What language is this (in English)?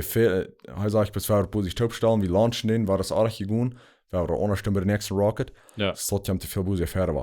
Plautdietsch